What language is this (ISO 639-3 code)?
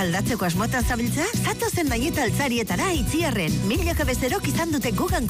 eus